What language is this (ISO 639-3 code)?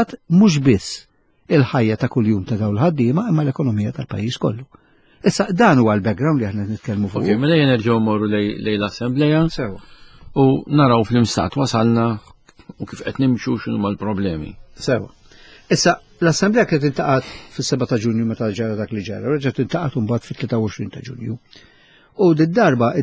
mlt